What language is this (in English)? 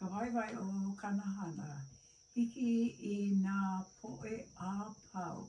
Hawaiian